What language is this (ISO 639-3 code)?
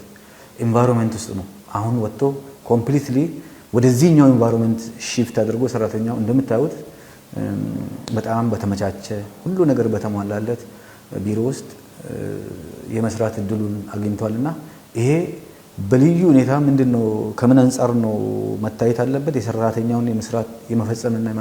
amh